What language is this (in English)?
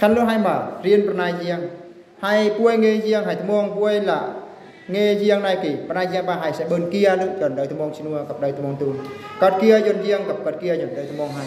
Eastern Bru